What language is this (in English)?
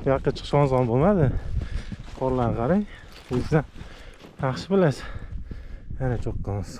Uzbek